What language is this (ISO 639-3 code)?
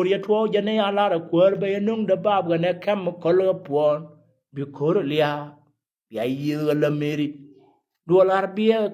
nus